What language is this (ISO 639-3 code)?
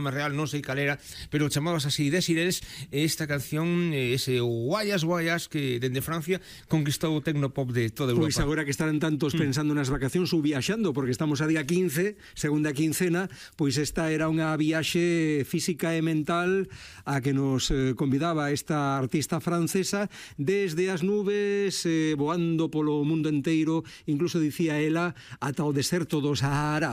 glg